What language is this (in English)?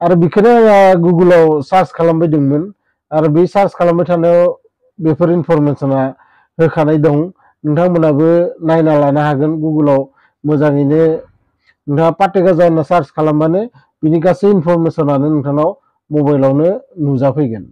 Bodo